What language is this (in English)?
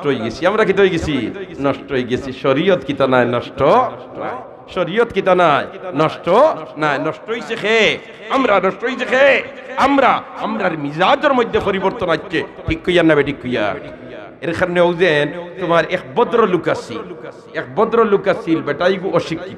Sylheti